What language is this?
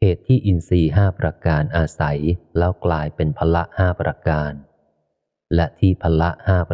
Thai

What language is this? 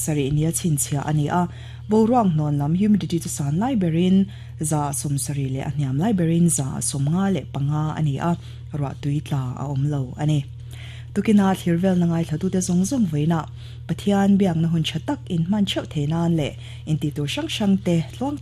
Mizo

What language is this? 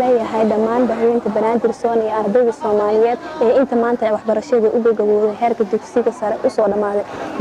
Somali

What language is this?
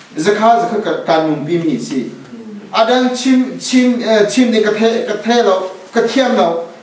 Thai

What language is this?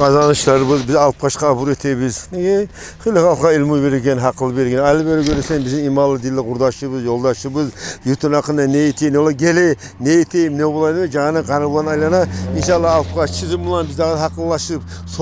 Kumyk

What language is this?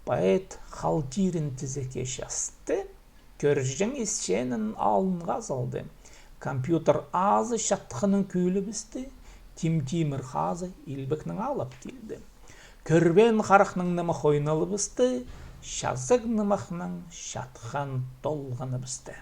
Khakas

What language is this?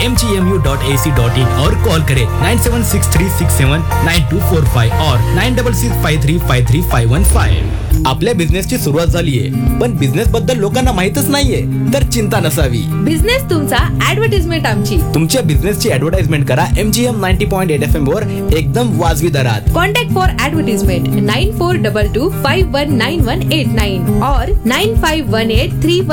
Marathi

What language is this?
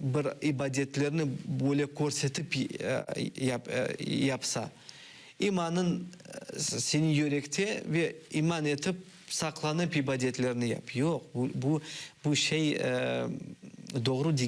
Crimean Tatar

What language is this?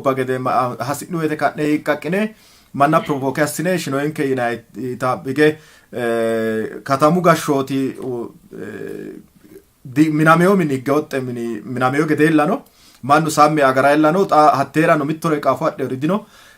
Sidamo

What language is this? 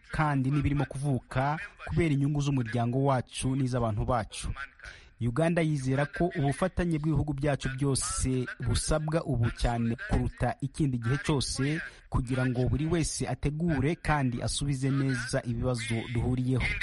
Kinyarwanda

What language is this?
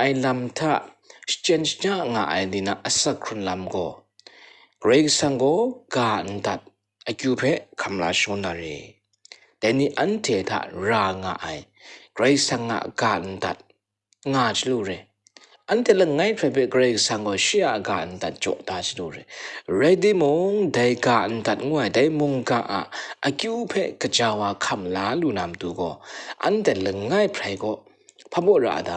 Kachin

